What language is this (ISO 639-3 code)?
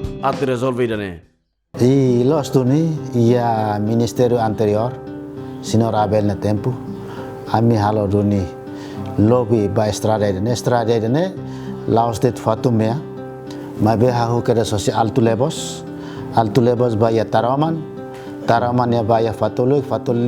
tet